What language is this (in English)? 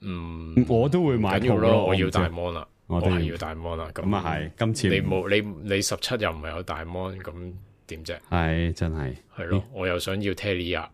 Cantonese